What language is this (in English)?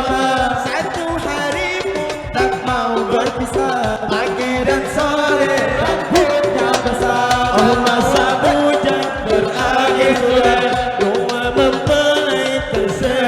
Banjar